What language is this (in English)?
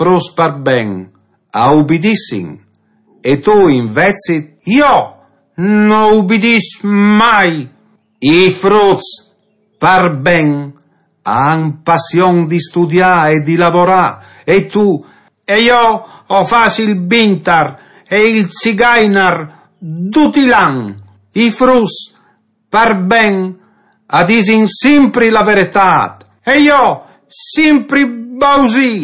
Friulian